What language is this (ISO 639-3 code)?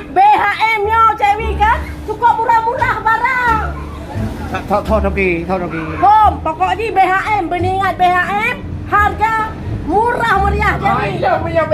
ace